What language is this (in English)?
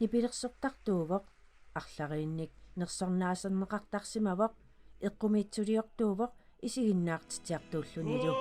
Kalaallisut